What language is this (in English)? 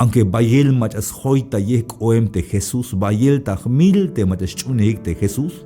Tzeltal